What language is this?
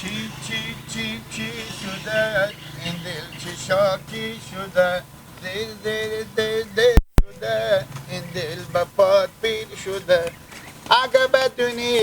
Persian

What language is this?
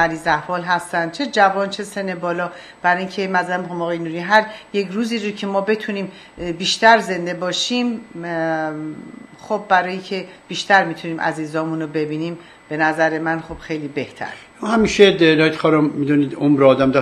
Persian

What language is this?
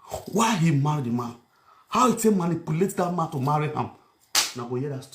Nigerian Pidgin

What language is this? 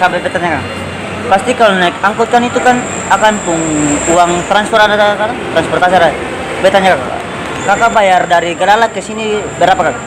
Ambonese Malay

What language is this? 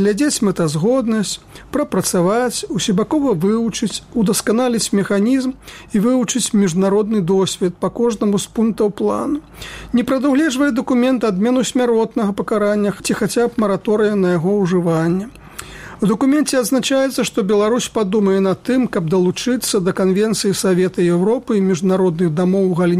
Belarusian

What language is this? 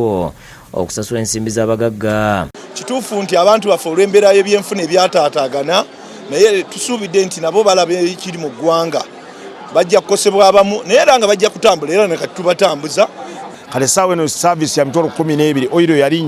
Ganda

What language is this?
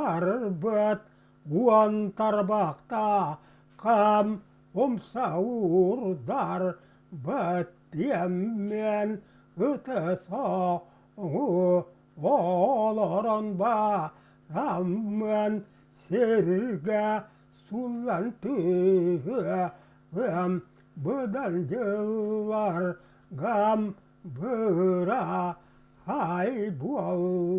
Yakut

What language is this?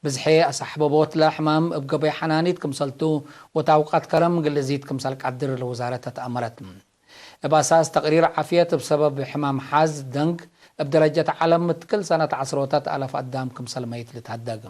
Tigre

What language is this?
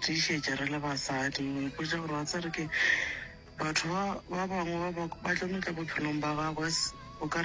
Northern Sotho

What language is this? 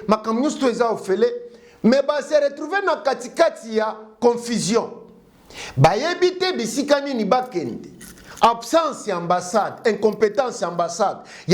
Lingala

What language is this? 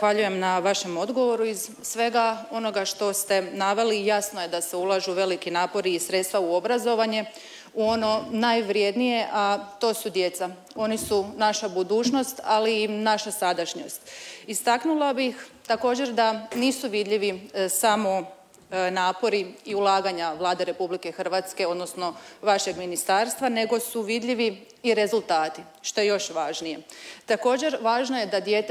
Croatian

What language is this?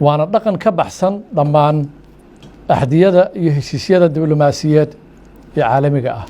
Somali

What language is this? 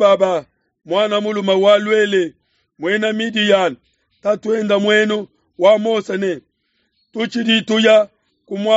Luba-Lulua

